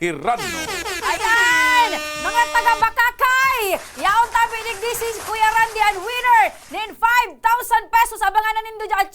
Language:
Bikol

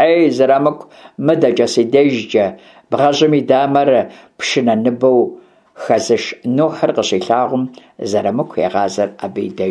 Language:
Kabardian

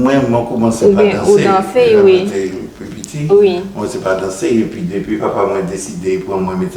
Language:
Guadeloupean Creole French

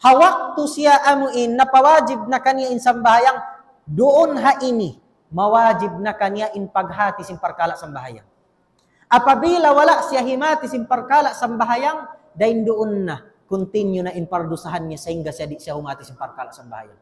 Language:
Tausug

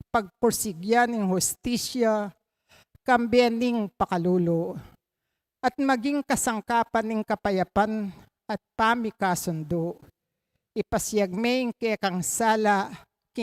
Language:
Pampanga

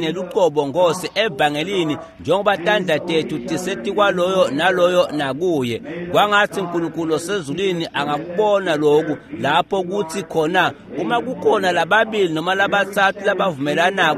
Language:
Swati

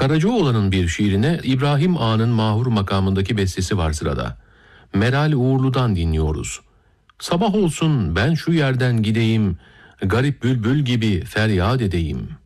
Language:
Turkish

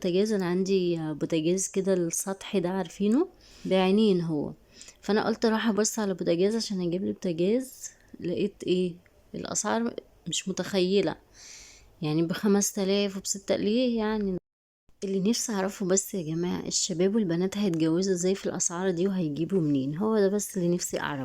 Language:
Egyptian Arabic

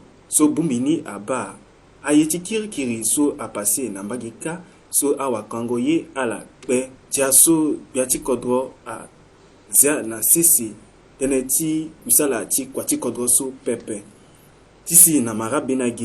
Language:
Sango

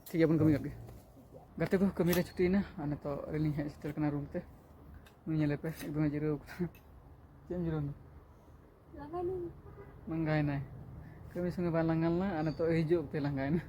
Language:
Santali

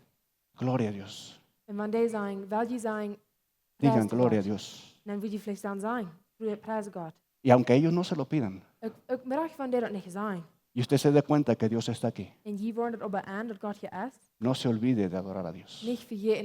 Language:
Plautdietsch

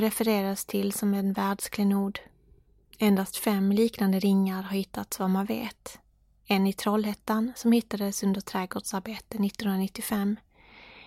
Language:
Swedish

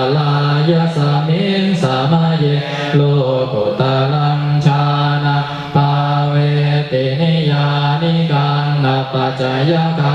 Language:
Pali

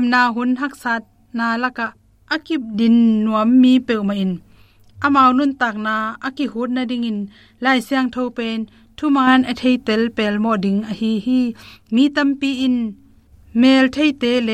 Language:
Tedim Chin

